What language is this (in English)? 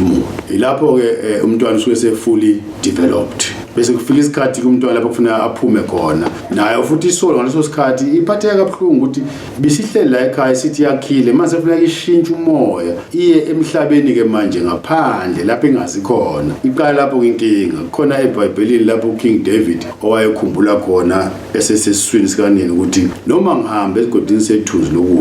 Zulu